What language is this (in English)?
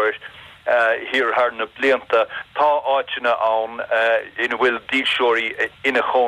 Irish